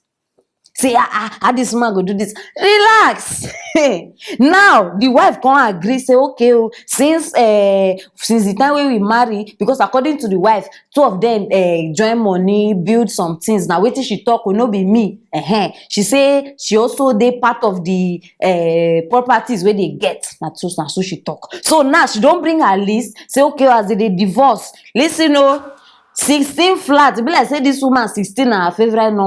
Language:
Nigerian Pidgin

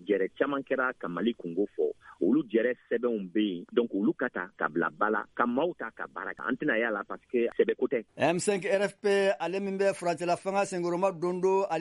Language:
Bambara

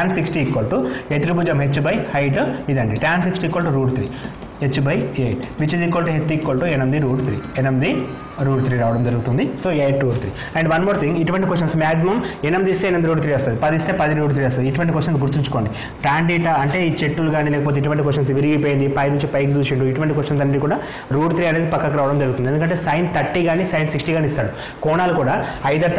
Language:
Telugu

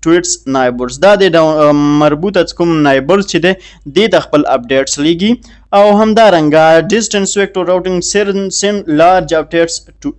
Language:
Pashto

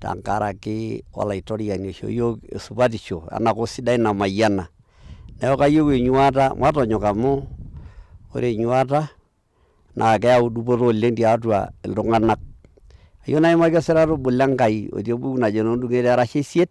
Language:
Masai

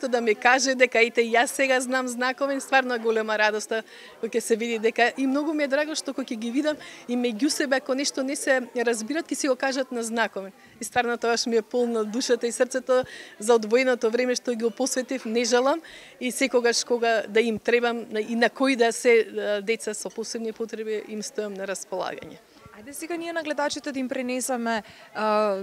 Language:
Macedonian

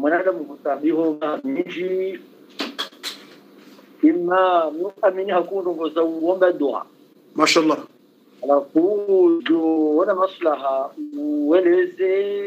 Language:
Swahili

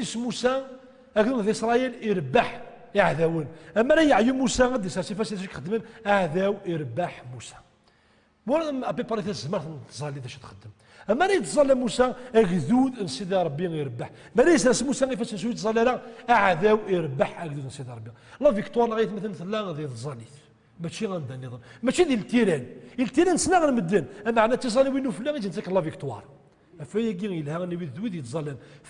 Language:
Kabyle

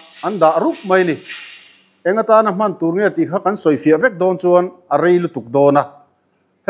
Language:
Mizo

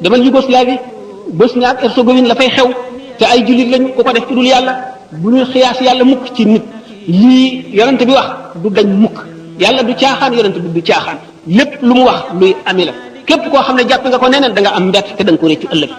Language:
Wolof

